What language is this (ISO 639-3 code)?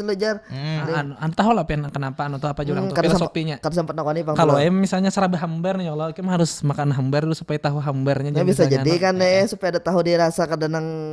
bjn